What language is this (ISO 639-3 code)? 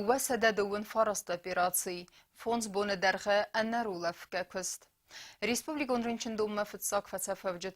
oss